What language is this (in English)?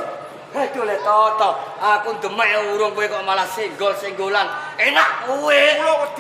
Javanese